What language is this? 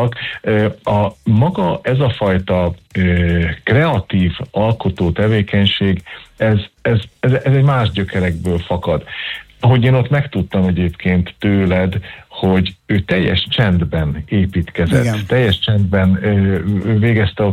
Hungarian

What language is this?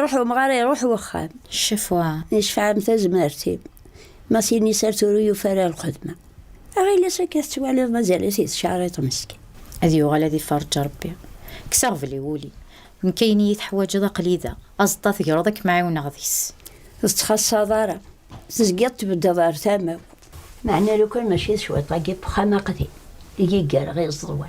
Kabyle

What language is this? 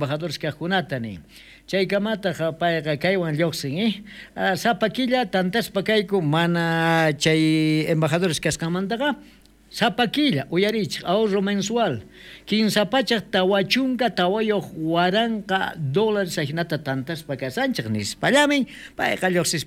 South Bolivian Quechua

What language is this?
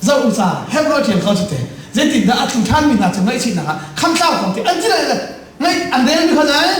Hakha Chin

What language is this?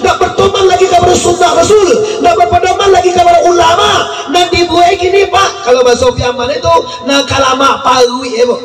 Minangkabau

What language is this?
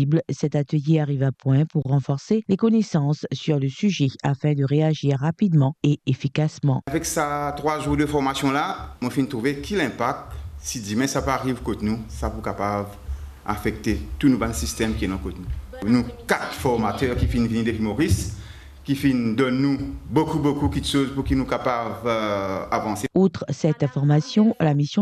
Morisyen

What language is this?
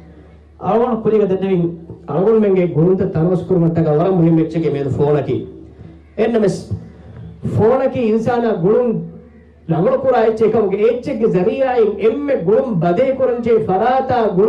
Divehi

